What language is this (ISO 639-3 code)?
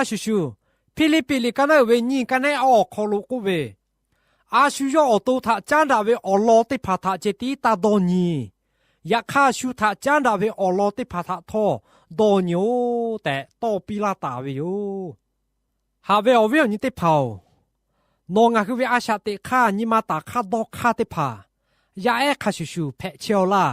lhu